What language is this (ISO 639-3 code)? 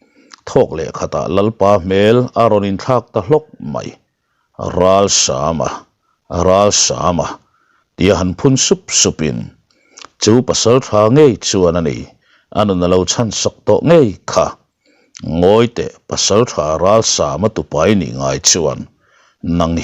lus